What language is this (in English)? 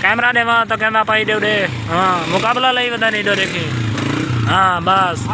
Saraiki